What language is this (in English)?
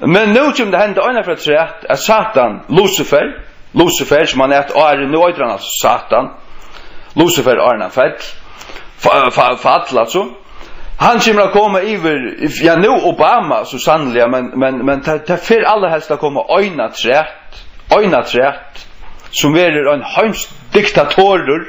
Faroese